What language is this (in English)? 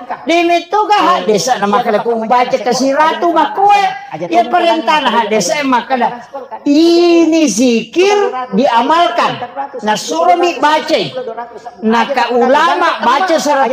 Buginese